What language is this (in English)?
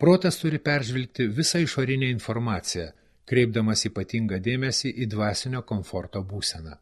Lithuanian